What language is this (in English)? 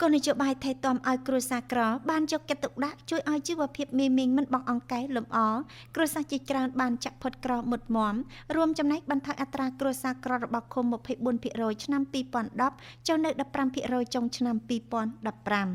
Khmer